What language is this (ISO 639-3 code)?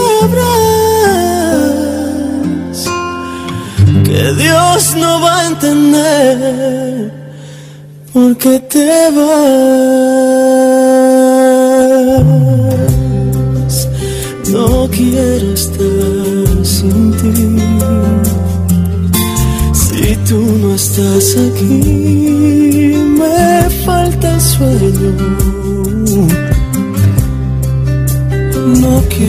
spa